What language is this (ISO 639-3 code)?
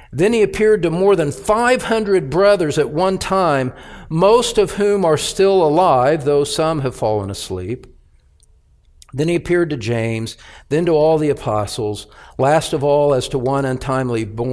eng